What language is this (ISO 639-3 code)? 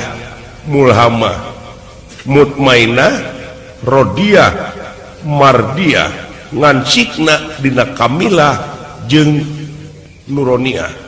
sun